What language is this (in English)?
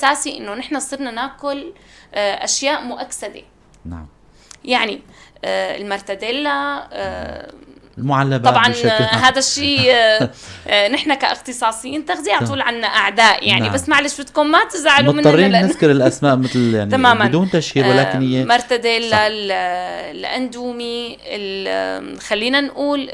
North Levantine Arabic